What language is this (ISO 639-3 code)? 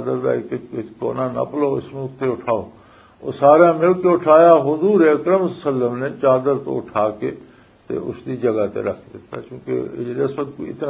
lah